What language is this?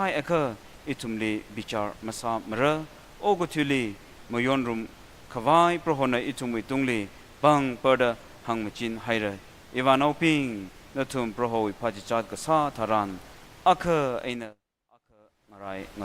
Tangkhul Naga (India)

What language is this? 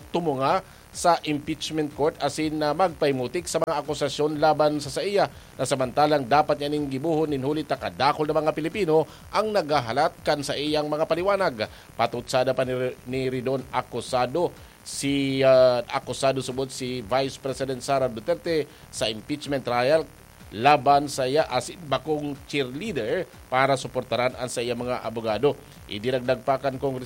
Bikol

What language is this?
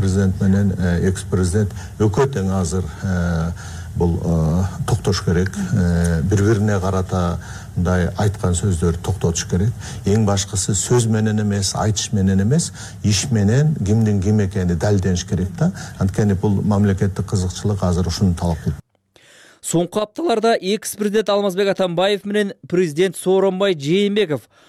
Kyrgyz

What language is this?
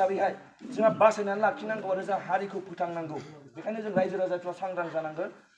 Bodo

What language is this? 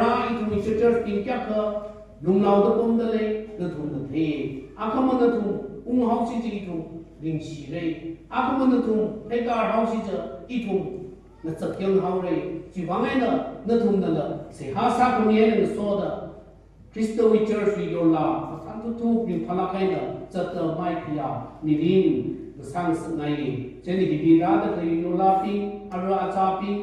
Tangkhul Naga (India)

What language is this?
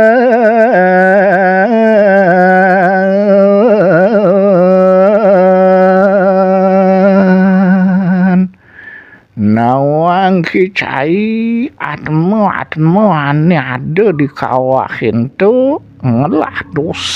Balinese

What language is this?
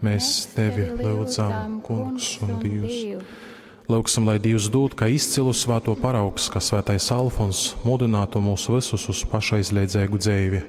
Latgalian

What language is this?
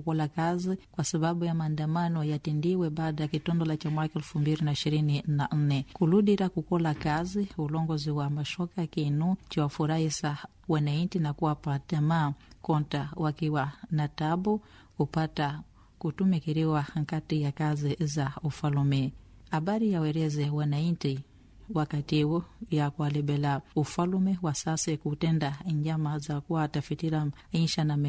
Swahili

